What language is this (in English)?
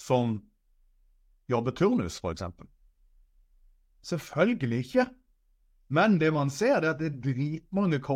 Norwegian